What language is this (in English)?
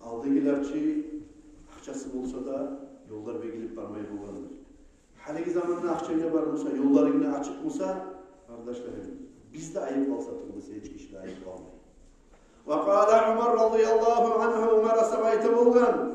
Kumyk